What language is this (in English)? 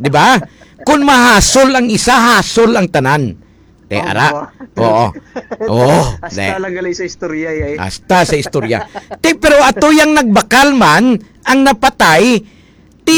Hiligaynon